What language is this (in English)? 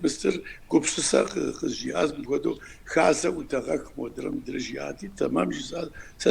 Kabardian